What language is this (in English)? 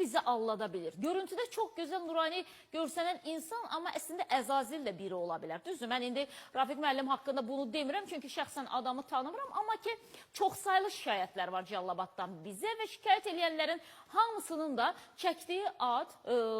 Azerbaijani